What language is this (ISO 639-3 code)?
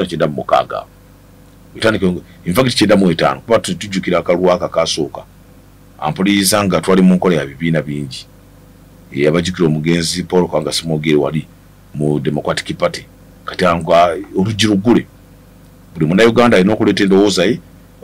lug